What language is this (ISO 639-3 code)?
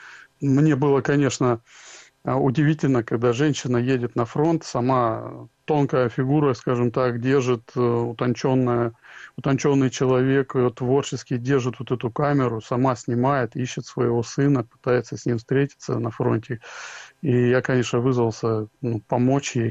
rus